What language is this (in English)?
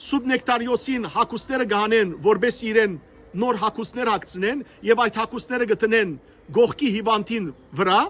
Western Armenian